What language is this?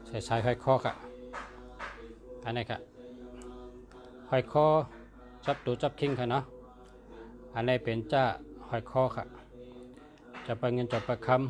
Shan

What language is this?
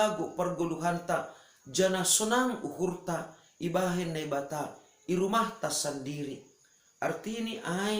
Batak Simalungun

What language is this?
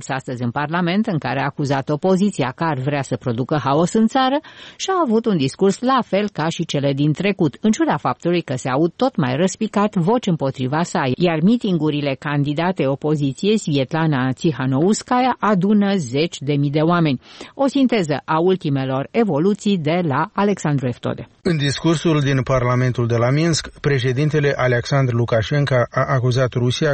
Romanian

